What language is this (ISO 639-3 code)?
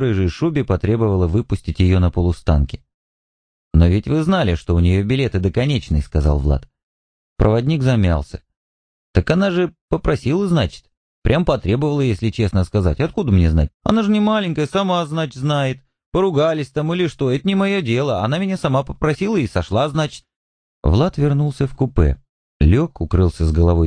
rus